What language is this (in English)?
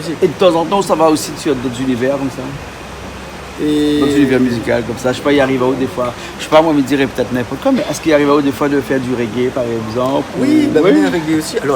Réunion Creole French